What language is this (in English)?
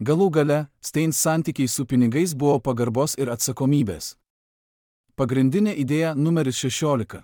Lithuanian